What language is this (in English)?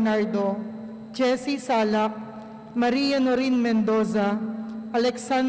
Pampanga